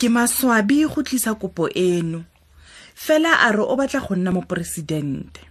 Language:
Tswana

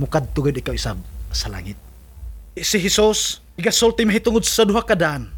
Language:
Cebuano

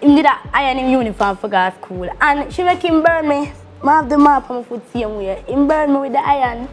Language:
Jamaican Creole English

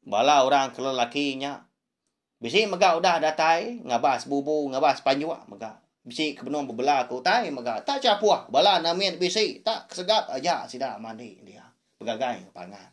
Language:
Iban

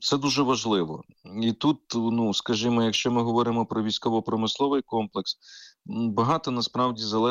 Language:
Ukrainian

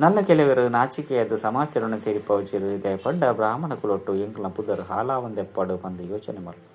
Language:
Tulu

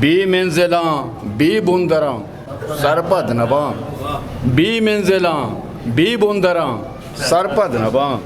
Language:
Eastern Balochi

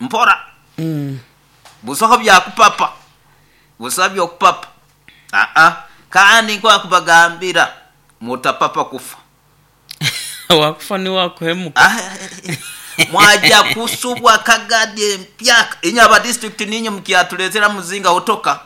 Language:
Nyoro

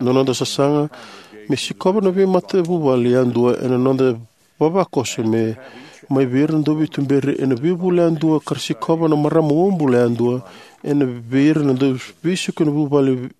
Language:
Fijian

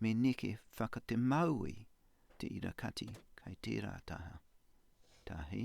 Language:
Māori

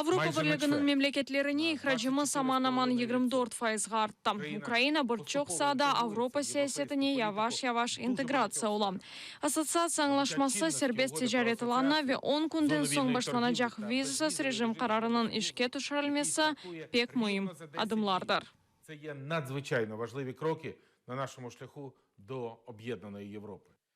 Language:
Crimean Tatar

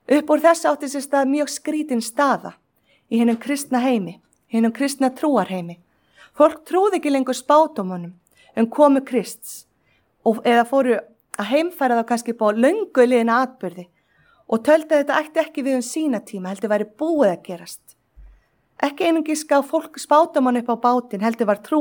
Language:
Icelandic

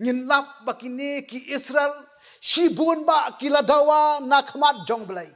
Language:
Khasi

